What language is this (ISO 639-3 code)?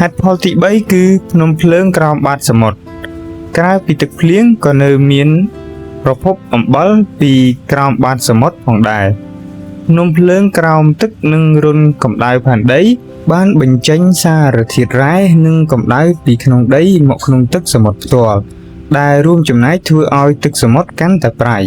khm